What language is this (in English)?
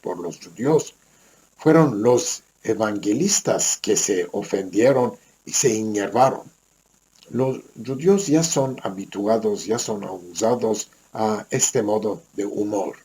Ladino